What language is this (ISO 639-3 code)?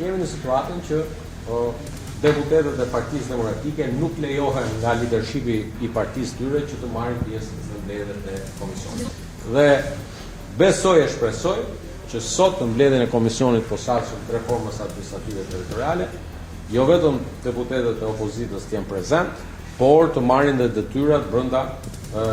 sqi